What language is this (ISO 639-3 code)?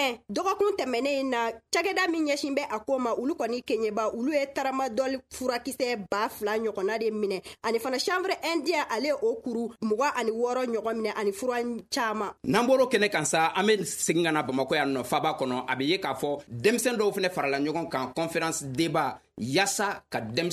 bam